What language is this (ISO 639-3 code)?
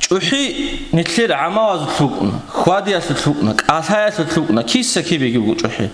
ava